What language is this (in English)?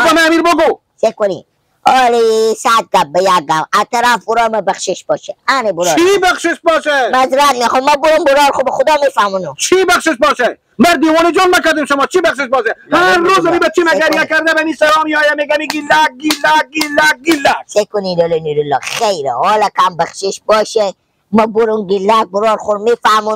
Persian